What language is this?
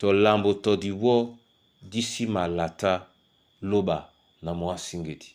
Duala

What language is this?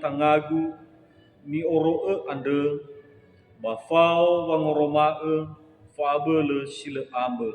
Nias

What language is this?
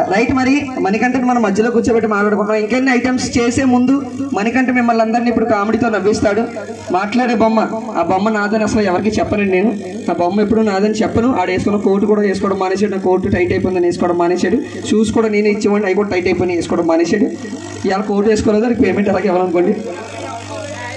Telugu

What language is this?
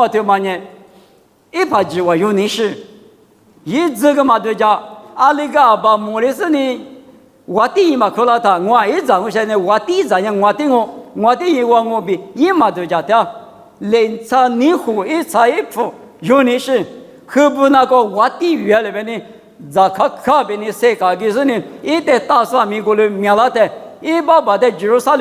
Lisu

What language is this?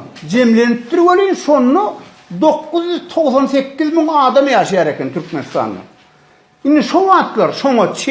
Turkmen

